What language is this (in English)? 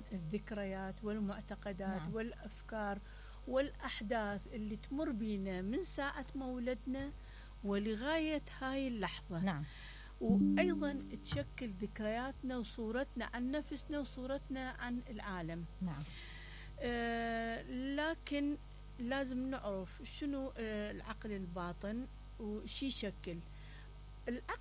Mesopotamian Arabic